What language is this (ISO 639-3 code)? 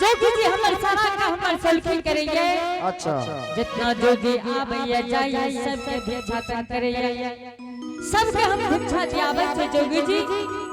anp